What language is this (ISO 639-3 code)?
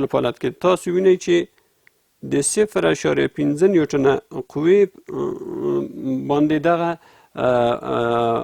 pus